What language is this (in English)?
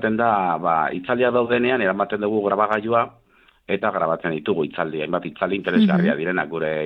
Basque